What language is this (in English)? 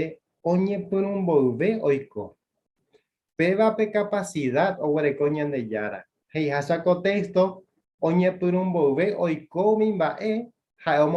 Guarani